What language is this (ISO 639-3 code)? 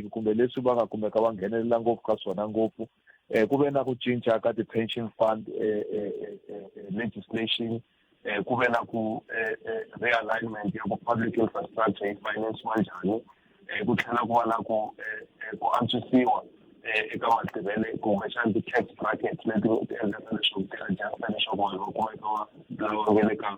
tso